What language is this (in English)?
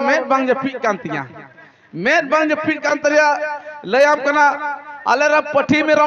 Santali